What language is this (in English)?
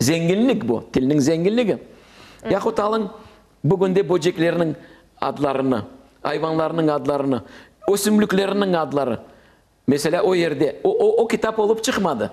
Crimean Tatar